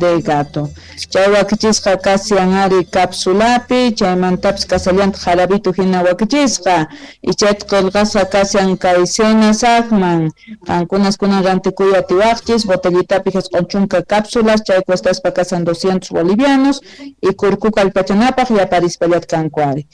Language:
South Bolivian Quechua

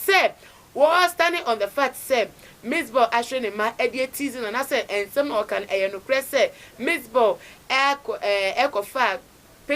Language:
Akan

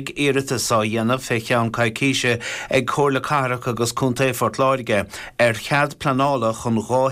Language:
Irish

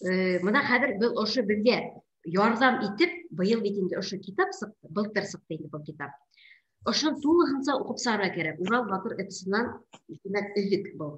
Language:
Bashkir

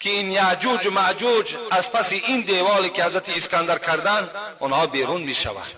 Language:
Tajik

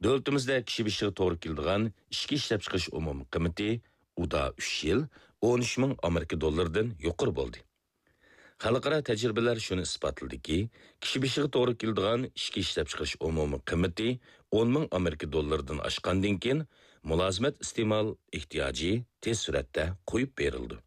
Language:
Uyghur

